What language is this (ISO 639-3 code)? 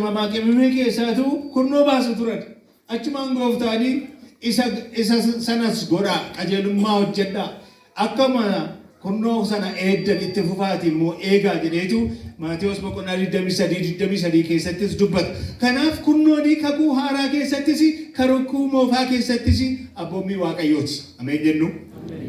orm